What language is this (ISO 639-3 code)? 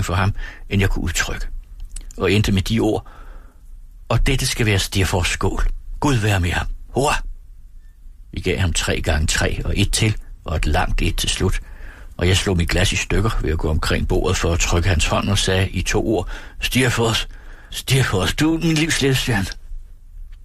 dan